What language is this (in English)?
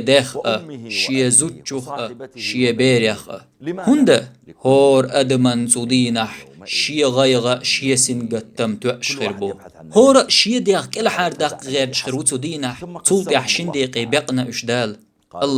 Chechen